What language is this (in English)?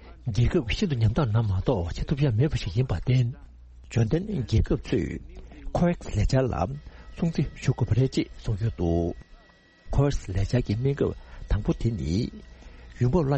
Tibetan